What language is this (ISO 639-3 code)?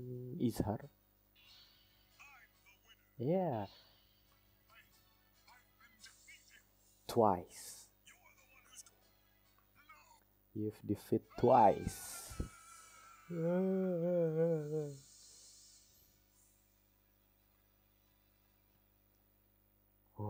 ind